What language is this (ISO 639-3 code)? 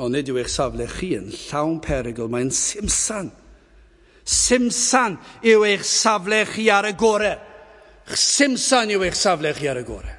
cym